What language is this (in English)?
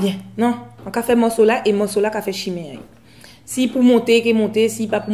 Guadeloupean Creole French